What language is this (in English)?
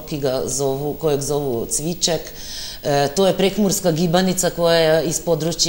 Serbian